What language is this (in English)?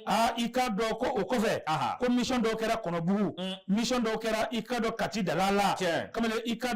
Bambara